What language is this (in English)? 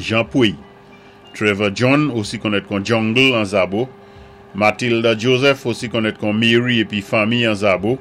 Saint Lucian Creole French